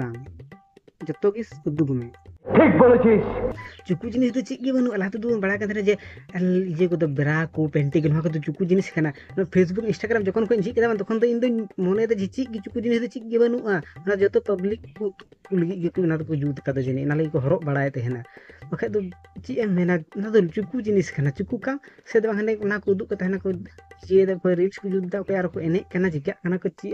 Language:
Santali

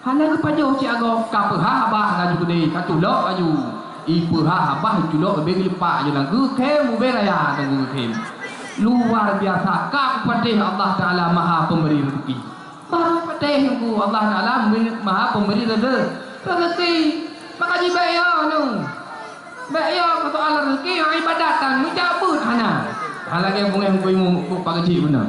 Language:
Achinese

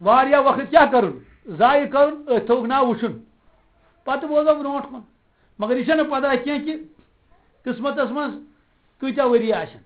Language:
Kashmiri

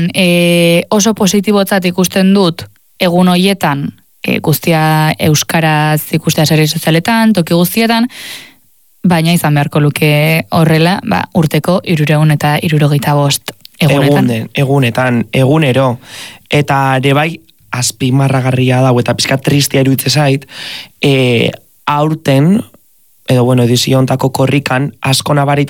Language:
Basque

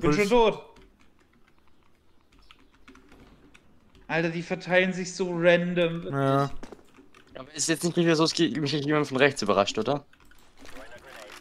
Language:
German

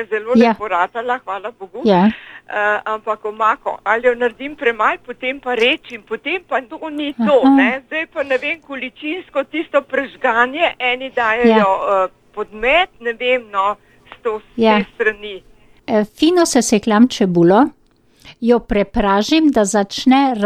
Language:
Slovenian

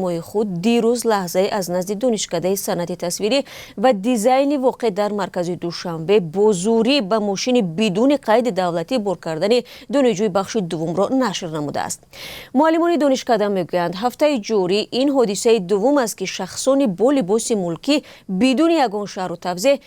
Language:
Tajik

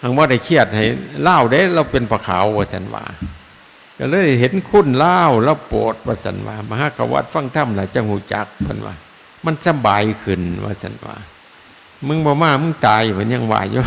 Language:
Northeastern Thai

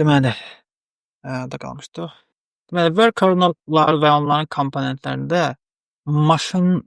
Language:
Azerbaijani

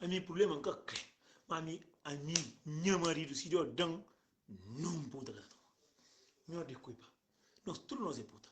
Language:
Kabuverdianu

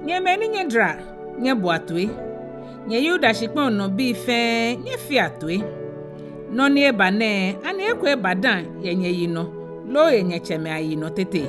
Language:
Ga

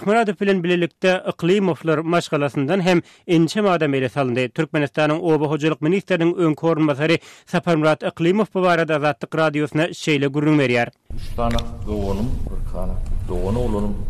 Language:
Turkmen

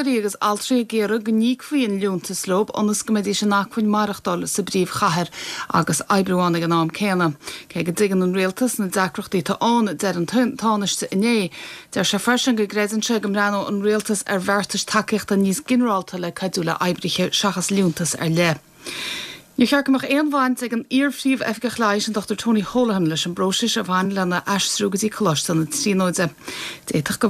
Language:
Irish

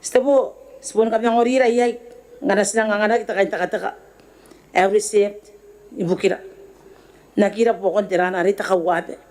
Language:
Gilbertese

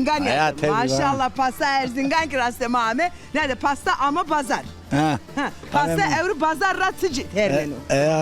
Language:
Zaza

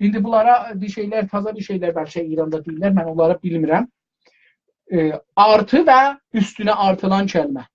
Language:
South Azerbaijani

